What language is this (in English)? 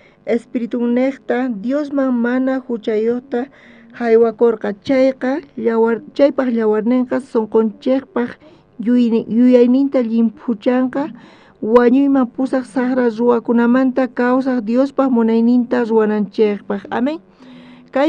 South Bolivian Quechua